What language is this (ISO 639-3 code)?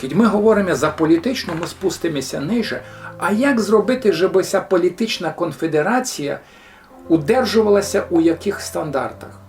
rue